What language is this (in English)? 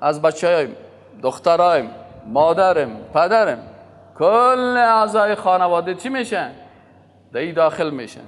Persian